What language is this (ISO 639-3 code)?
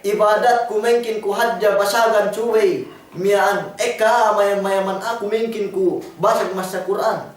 yka